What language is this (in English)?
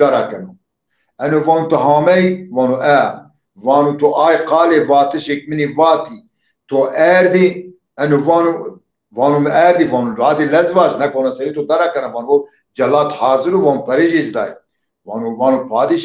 Zaza